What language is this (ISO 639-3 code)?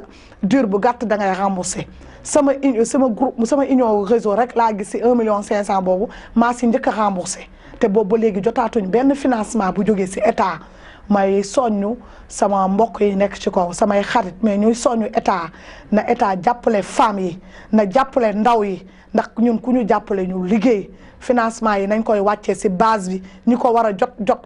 wol